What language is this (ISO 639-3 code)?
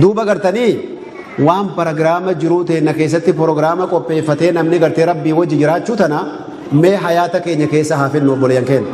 orm